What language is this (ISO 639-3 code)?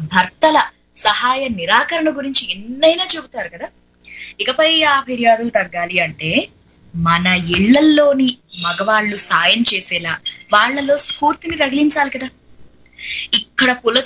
tel